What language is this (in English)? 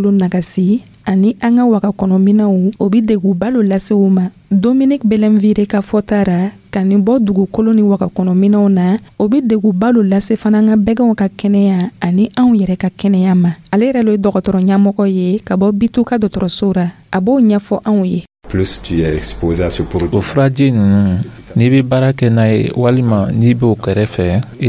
Dyula